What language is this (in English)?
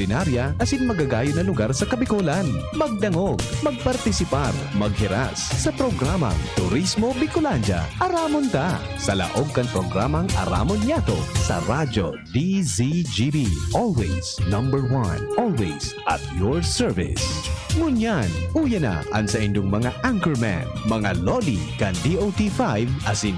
Bikol